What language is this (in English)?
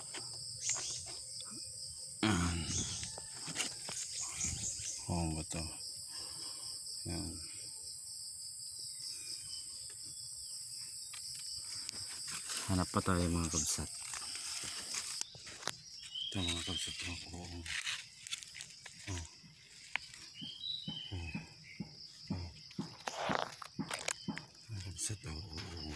Filipino